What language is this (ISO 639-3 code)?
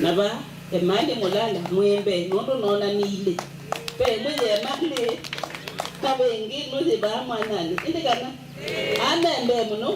kam